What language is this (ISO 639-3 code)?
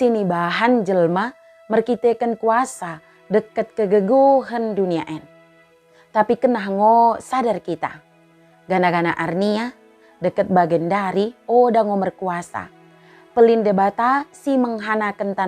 btd